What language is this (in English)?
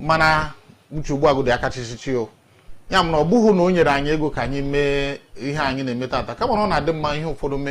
Igbo